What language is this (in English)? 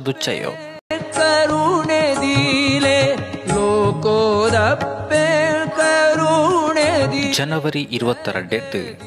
Tulu